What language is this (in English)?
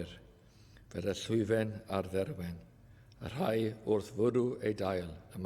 Welsh